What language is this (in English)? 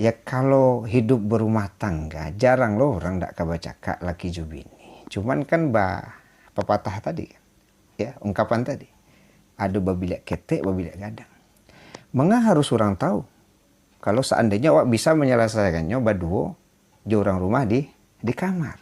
Minangkabau